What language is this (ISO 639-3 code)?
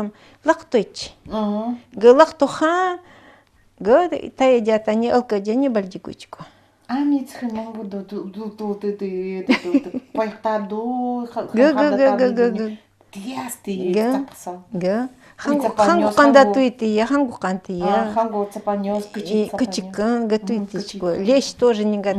gld